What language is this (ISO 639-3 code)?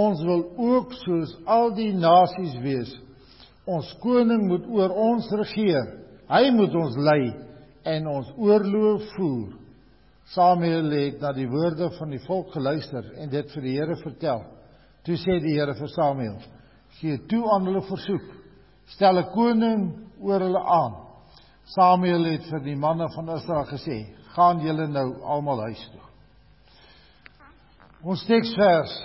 afr